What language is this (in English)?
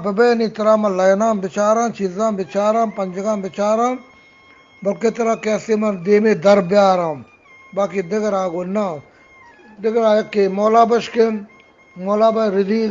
Eastern Balochi